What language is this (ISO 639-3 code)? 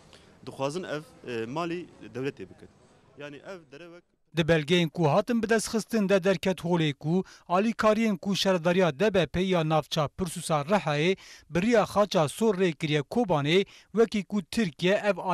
kur